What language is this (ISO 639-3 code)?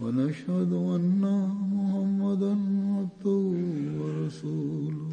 bos